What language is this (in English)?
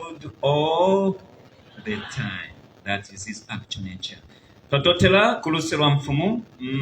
Bemba